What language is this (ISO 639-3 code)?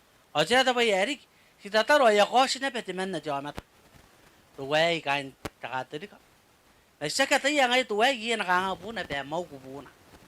gil